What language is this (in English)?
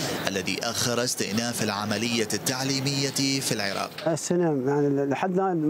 Mesopotamian Arabic